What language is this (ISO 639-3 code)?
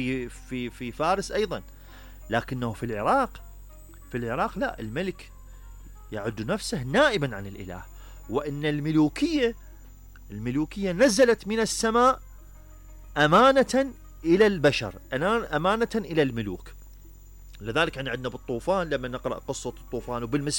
acm